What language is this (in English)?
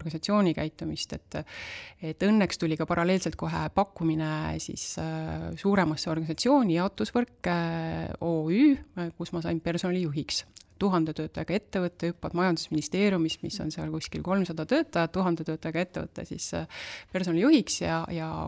Estonian